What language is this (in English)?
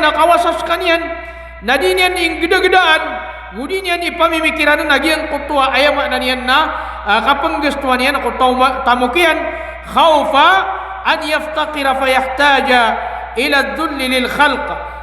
Maranao